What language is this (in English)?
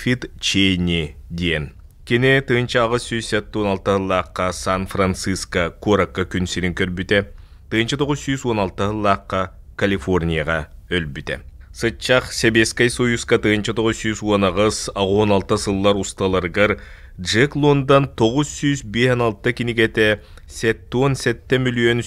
Yakut